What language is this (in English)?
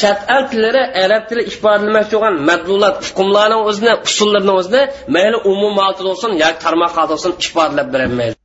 Uyghur